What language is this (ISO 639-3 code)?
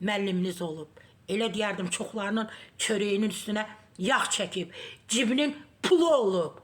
aze